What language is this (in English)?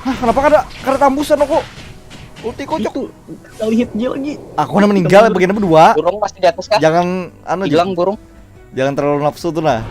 Banjar